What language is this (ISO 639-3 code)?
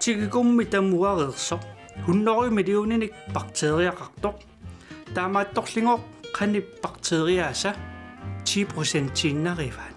kal